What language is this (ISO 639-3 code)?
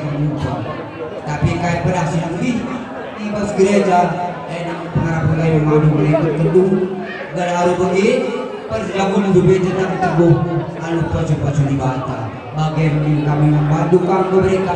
btx